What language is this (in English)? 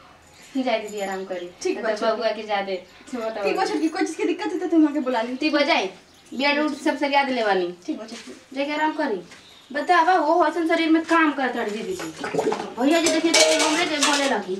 Bhojpuri